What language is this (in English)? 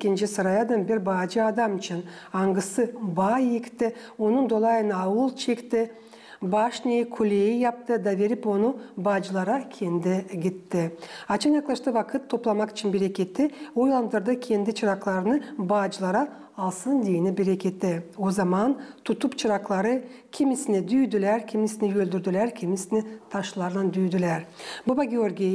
Gagauz